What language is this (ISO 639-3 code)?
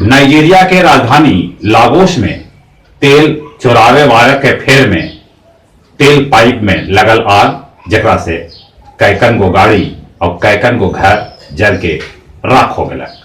mag